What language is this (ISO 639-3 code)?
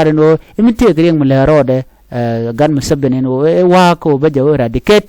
nus